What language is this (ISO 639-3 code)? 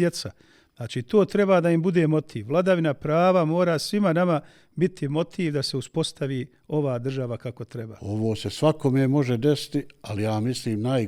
bos